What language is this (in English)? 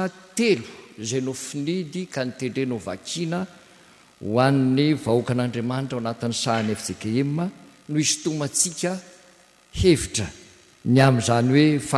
Malagasy